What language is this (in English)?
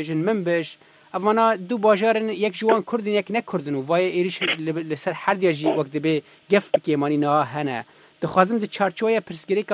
Kurdish